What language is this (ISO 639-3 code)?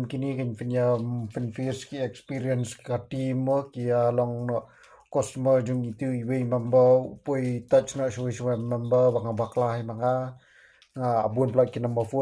kha